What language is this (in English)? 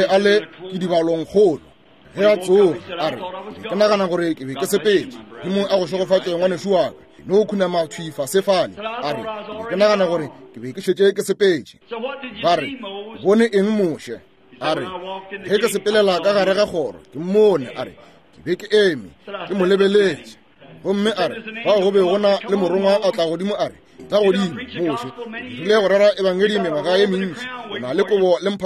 Northern Sotho